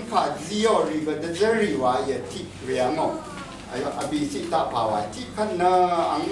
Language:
Rawang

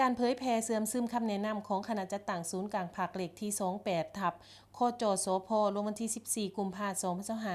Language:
Lao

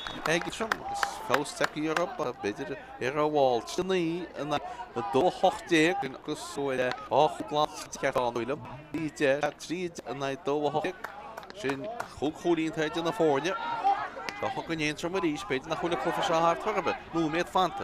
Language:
Irish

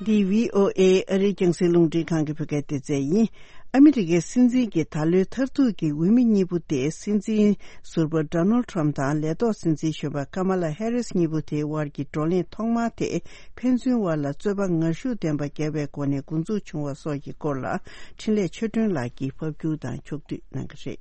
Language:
Tibetan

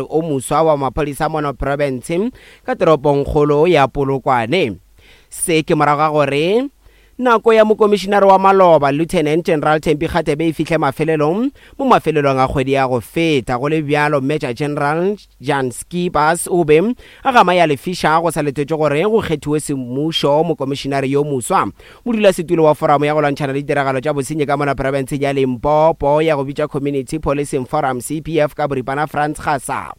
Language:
Northern Sotho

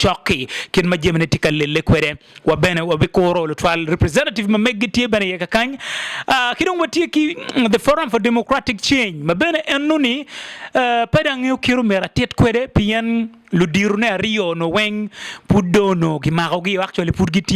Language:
Acoli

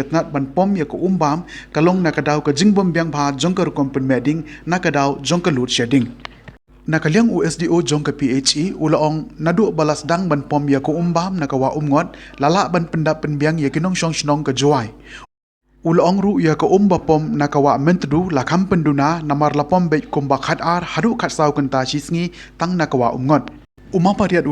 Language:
Khasi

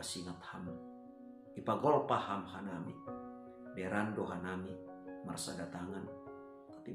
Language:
Batak Simalungun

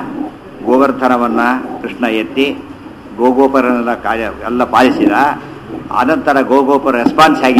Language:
Kannada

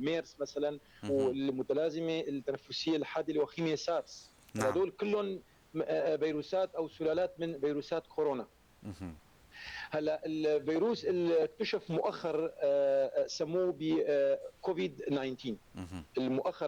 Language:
North Levantine Arabic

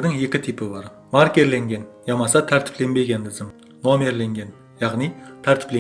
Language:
Kara-Kalpak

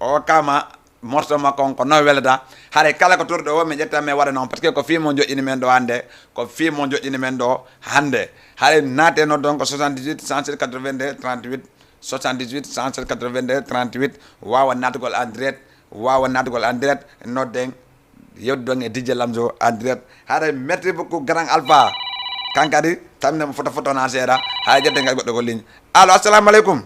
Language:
Fula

